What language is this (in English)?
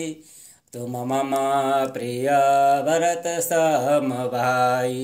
Sanskrit